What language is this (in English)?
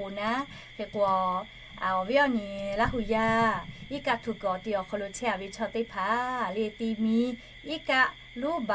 Lahu